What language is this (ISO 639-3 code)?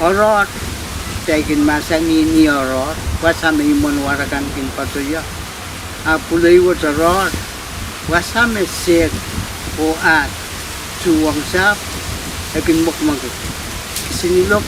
pon